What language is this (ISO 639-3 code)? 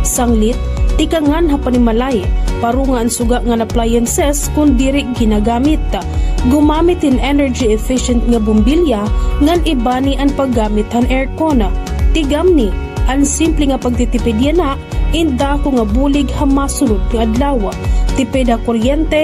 war